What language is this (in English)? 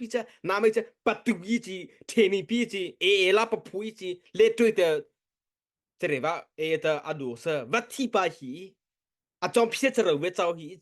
Mara Chin